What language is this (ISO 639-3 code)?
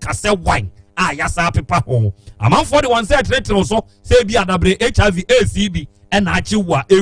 aka